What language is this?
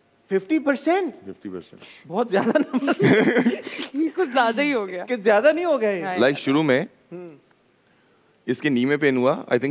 Hindi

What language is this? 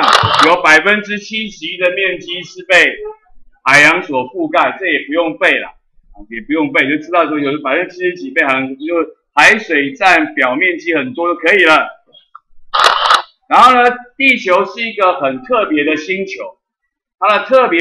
Chinese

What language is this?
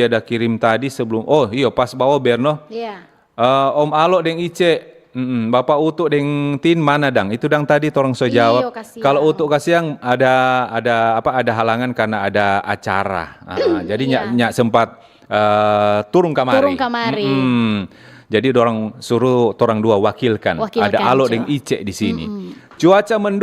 Manado Malay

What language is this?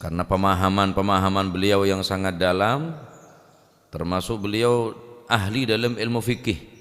Madurese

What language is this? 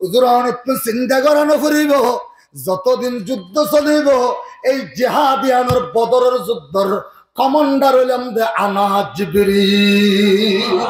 Rohingya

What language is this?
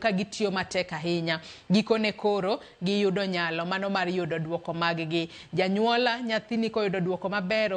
Luo (Kenya and Tanzania)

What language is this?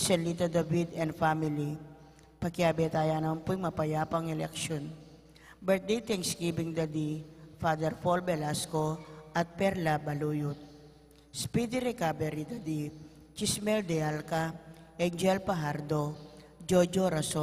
Pampanga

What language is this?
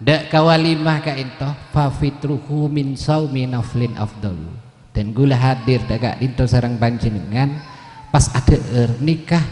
Madurese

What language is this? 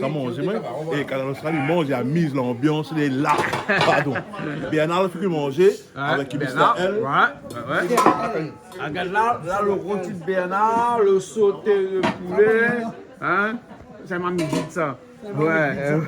Réunion Creole French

